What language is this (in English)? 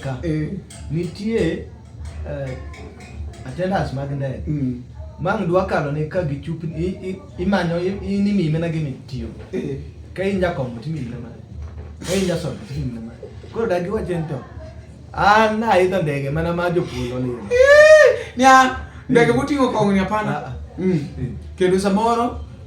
Luo (Kenya and Tanzania)